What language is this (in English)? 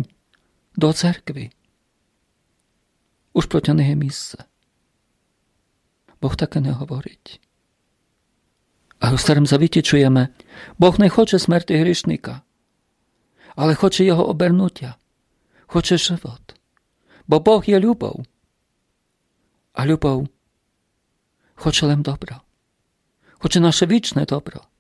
Rusyn